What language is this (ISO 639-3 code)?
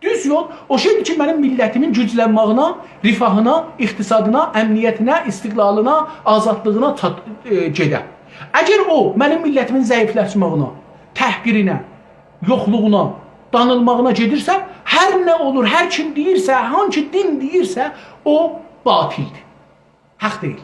azb